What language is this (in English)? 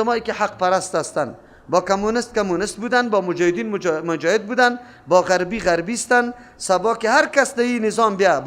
Persian